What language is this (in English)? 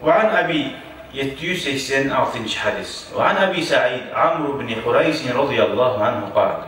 Kumyk